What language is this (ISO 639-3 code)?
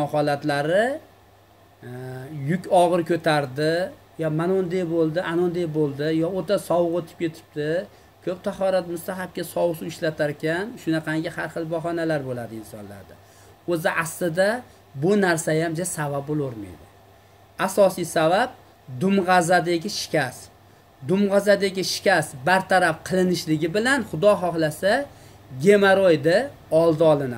uzb